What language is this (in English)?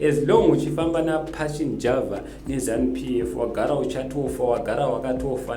Shona